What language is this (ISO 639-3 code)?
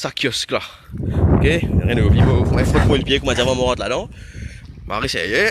mfe